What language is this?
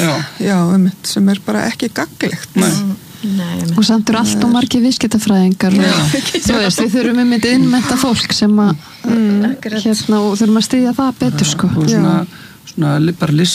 Icelandic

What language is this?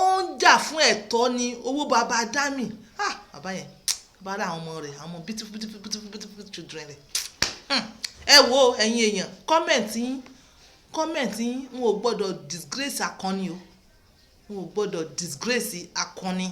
Yoruba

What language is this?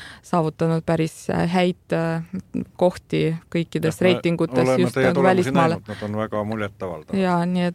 Estonian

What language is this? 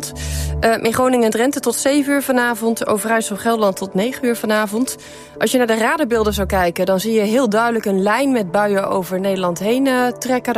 Dutch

